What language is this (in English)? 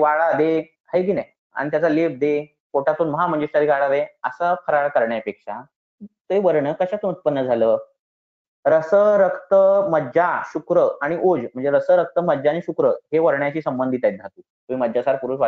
Marathi